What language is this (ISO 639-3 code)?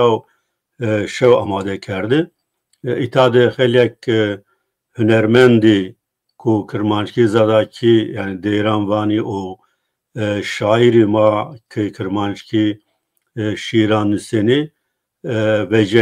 zza